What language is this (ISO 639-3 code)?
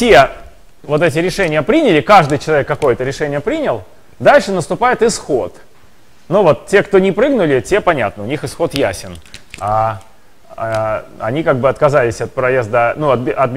rus